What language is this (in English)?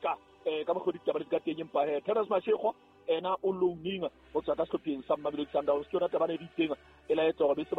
Southern Sotho